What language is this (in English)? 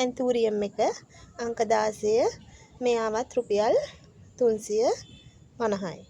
Sinhala